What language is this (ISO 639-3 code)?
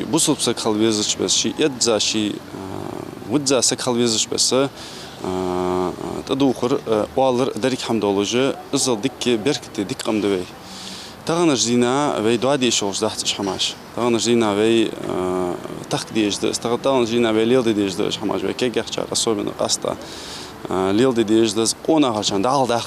inh